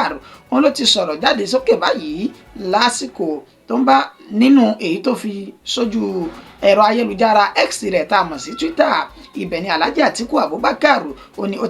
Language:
Yoruba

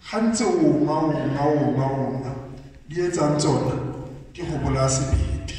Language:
Tswana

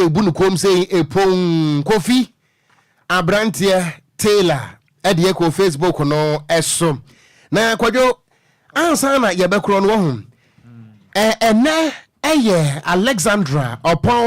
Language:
Akan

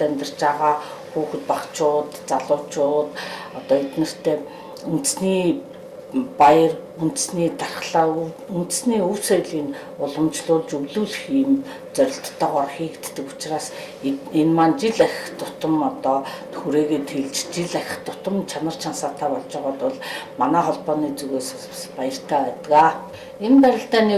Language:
Mongolian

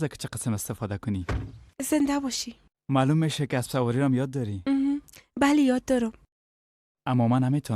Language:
Persian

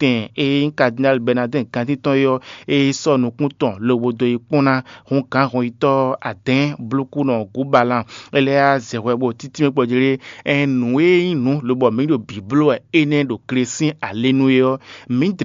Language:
Fon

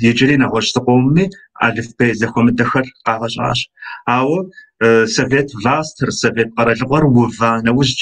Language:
Kabardian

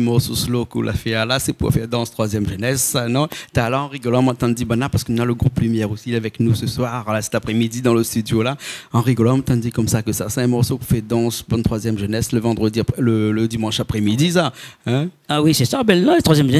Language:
Réunion Creole French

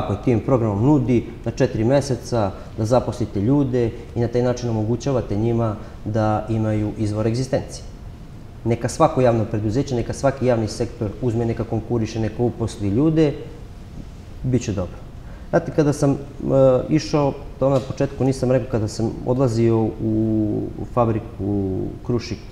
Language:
Serbian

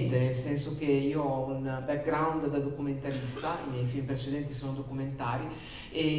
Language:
Italian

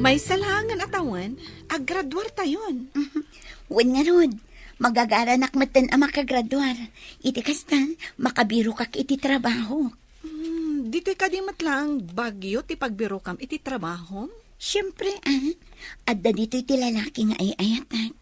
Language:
Iloko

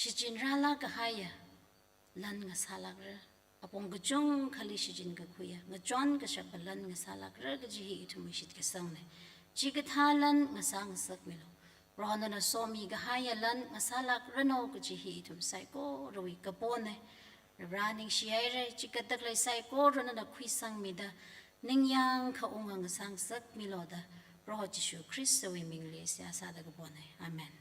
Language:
Tangkhul Naga (India)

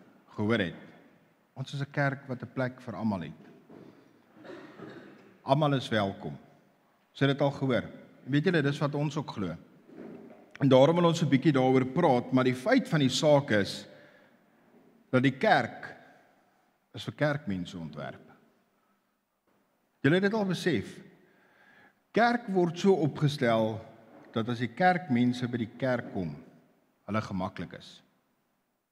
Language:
Afrikaans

